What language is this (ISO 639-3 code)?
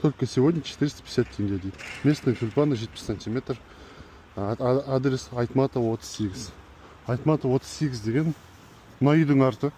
kaz